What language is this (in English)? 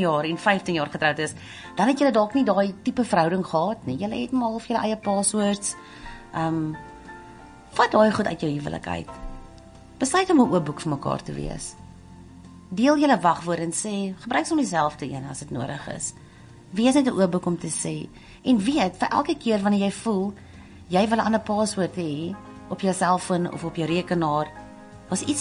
Afrikaans